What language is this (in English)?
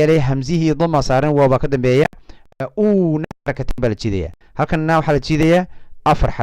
Somali